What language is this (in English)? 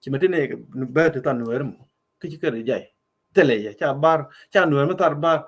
Nuer